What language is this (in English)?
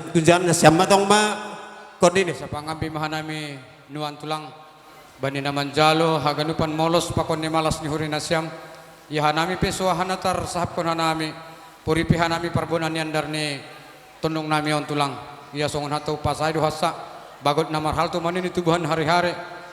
Batak Simalungun